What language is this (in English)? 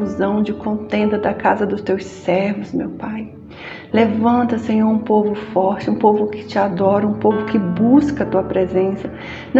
Portuguese